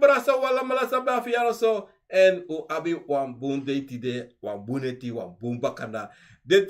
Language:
Sranan Tongo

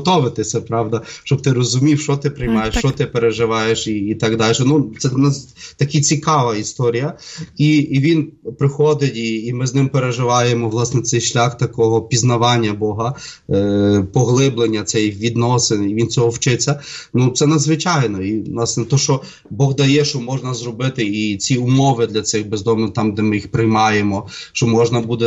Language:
Ukrainian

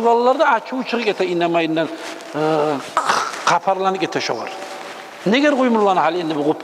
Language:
Kumyk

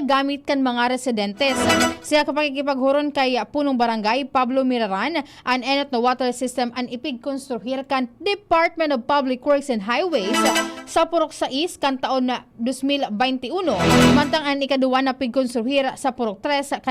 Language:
Bikol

